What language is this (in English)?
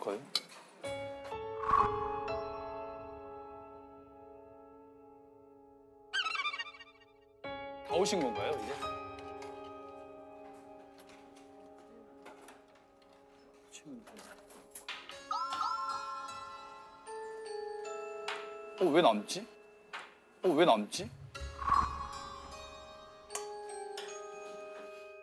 Korean